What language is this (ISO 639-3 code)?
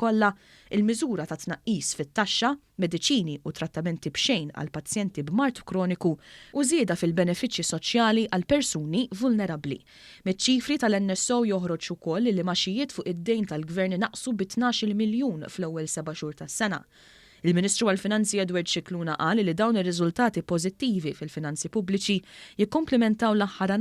mlt